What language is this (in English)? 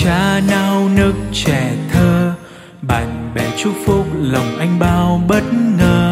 Vietnamese